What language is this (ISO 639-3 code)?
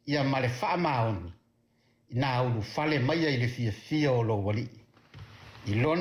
smo